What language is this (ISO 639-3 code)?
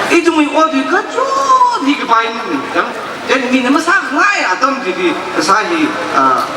nmf